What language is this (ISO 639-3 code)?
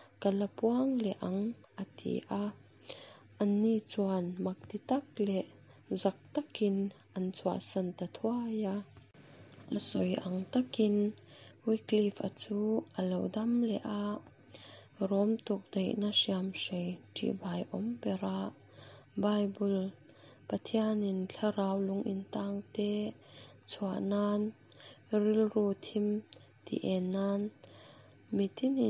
lus